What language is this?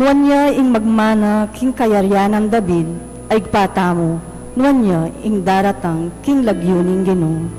Pampanga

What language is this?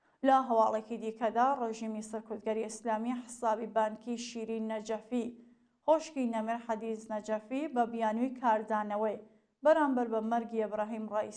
Central Kurdish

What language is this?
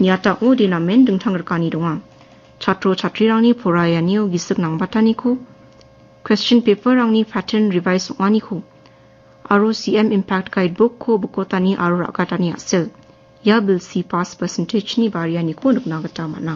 Garo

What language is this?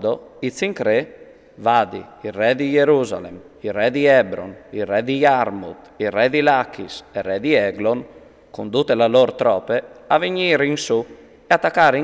Friulian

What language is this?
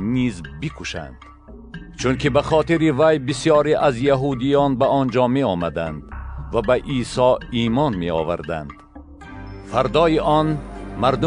Tajik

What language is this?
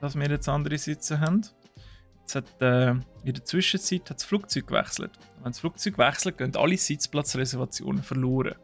Swiss German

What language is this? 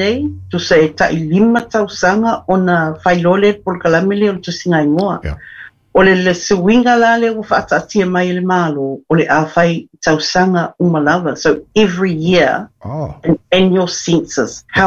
Samoan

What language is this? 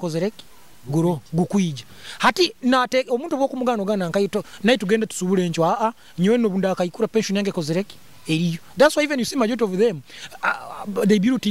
Nyoro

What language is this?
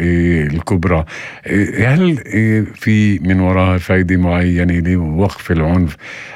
North Levantine Arabic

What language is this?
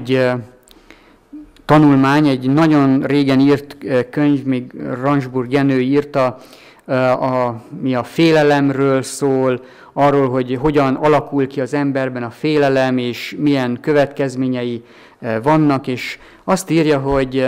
Hungarian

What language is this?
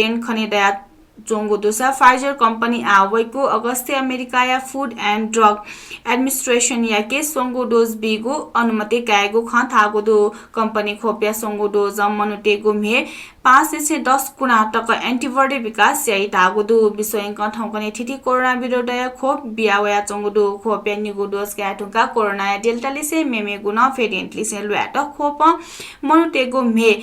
Newari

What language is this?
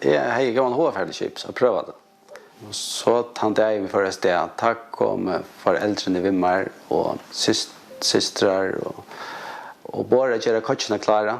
Faroese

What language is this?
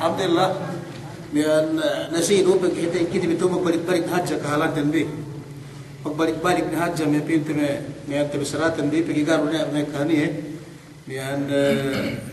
Yakan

